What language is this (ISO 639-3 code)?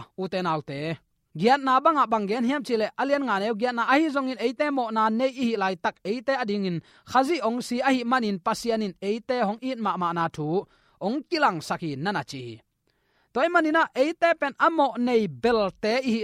ctd